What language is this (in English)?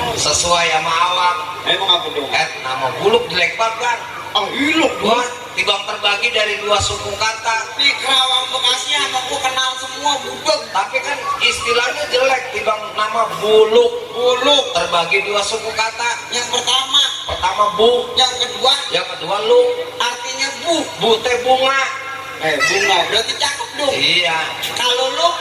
Betawi